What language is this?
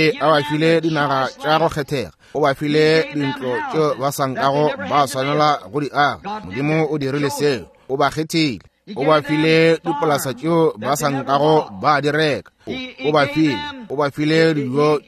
Northern Sotho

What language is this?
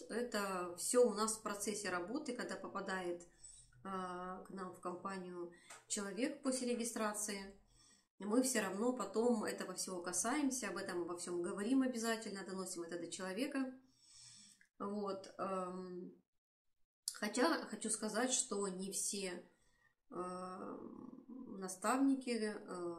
Russian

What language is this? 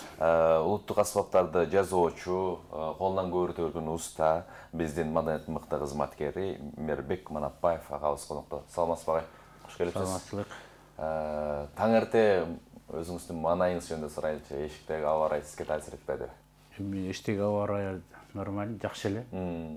Kyrgyz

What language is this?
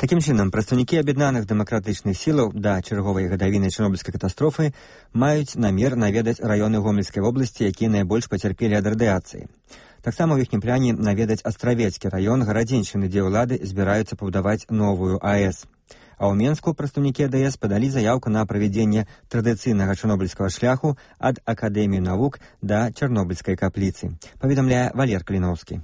Belarusian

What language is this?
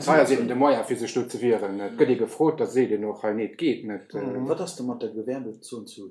Luxembourgish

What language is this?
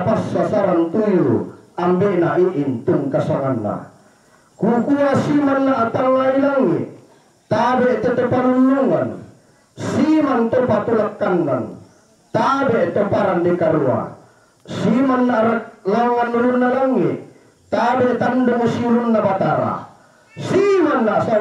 Toraja-Sa'dan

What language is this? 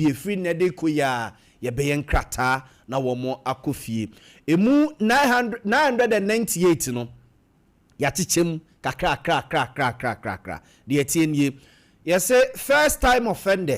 Akan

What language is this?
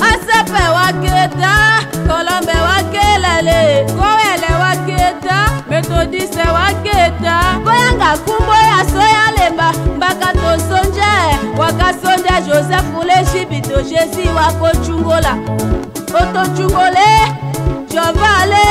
Tetela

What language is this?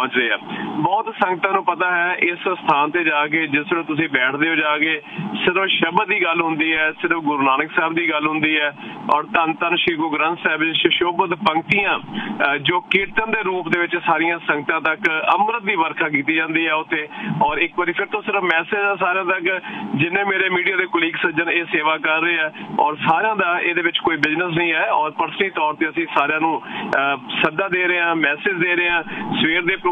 Punjabi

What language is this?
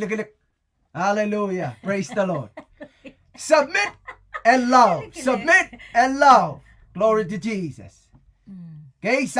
Pohnpeian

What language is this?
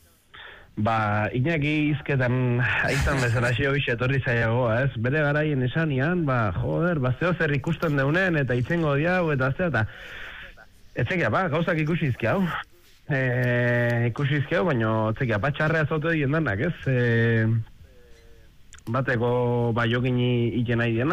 Basque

